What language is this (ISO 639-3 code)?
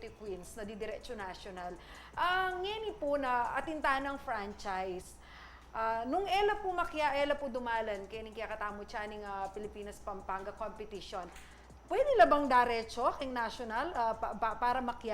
pam